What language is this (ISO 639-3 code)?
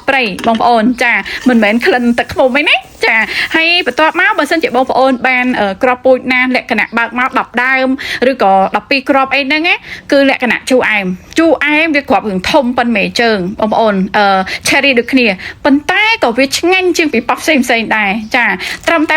khm